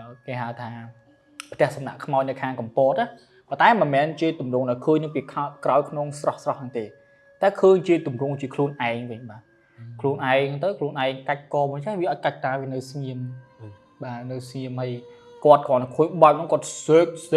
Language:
Khmer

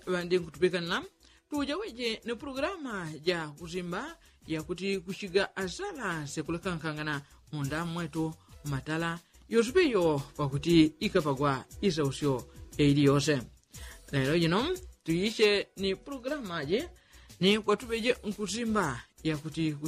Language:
Yao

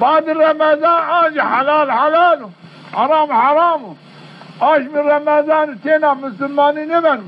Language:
Zaza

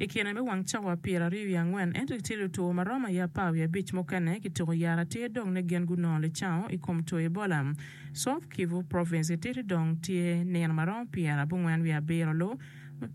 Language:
Acoli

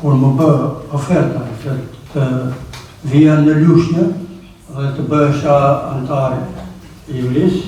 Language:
Albanian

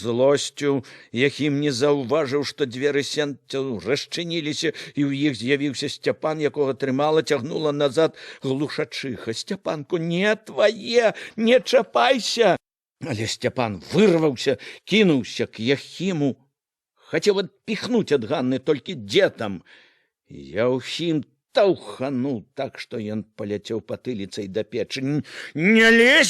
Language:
Belarusian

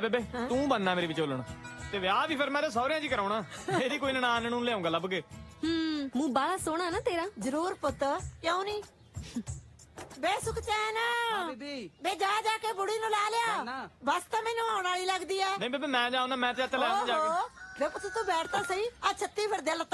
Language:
Punjabi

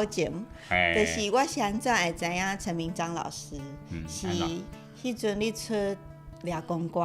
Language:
Min Nan Chinese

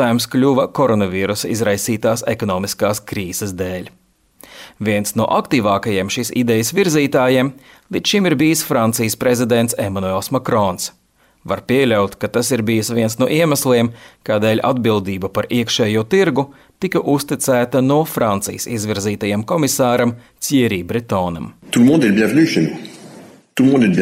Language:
Latvian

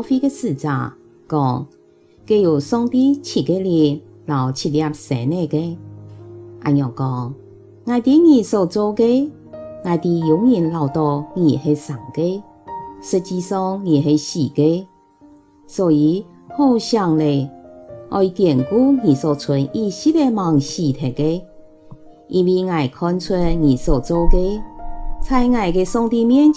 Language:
Hakka Chinese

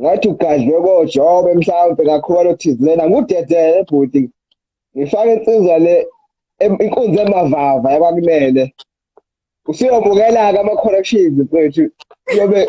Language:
Zulu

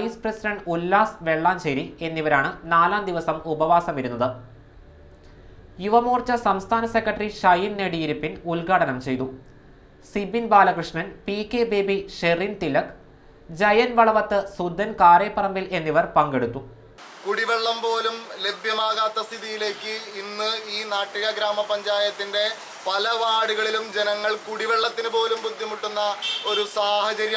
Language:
Malayalam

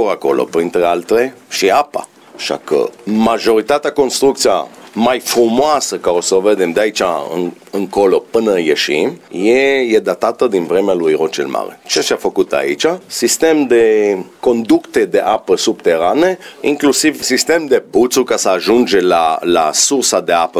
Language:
Romanian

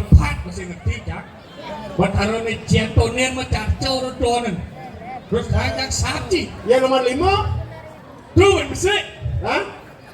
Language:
Balinese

